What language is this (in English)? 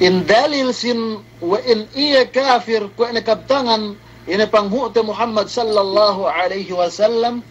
Yakan